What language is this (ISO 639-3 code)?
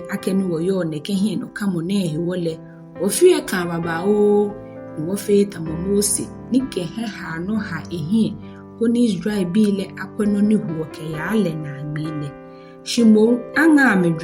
gaa